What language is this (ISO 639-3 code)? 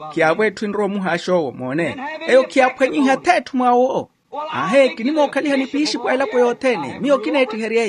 vmw